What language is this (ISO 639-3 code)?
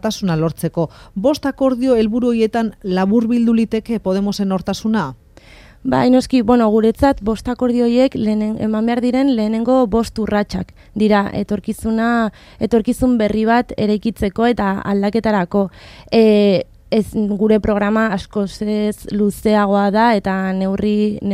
eus